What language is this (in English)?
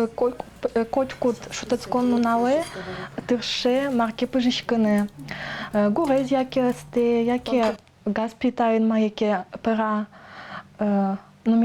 Udmurt